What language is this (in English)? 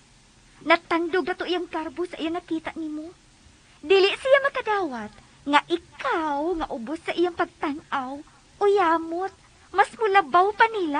Cebuano